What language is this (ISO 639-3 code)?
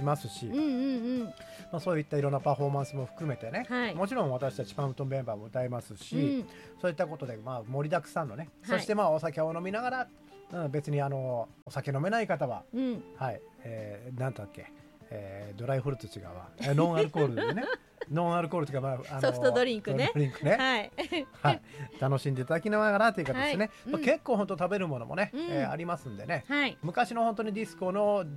jpn